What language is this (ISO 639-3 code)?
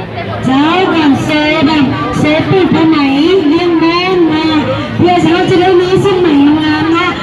lao